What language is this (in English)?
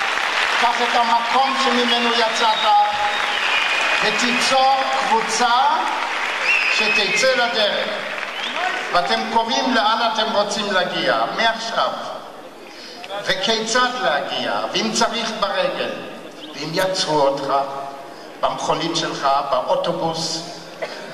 Hebrew